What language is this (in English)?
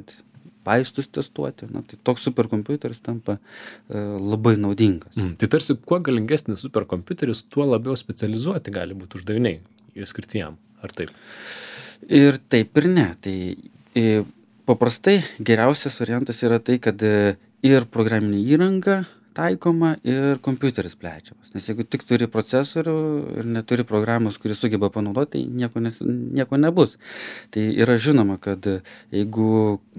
Lithuanian